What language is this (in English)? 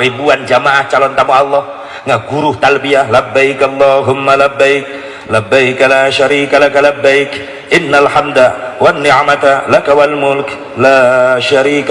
Sundanese